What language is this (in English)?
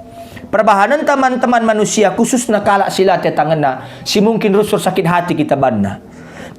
Batak Karo